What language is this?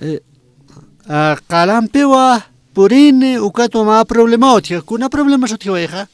Aymara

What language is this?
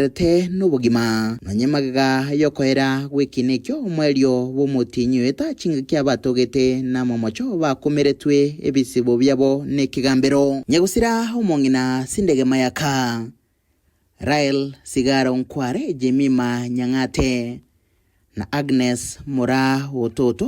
Gusii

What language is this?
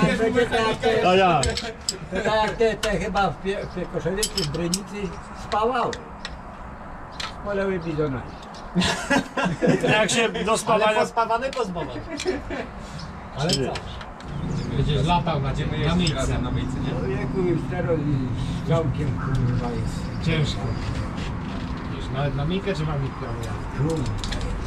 Polish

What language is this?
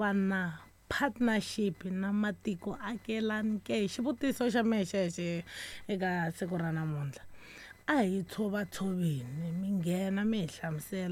Tsonga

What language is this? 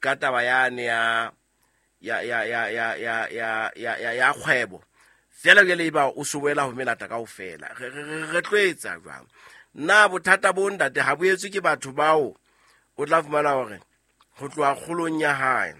Southern Sotho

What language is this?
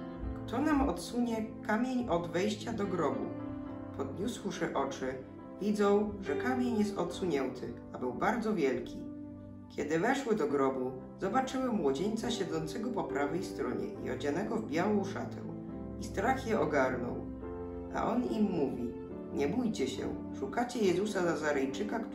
Polish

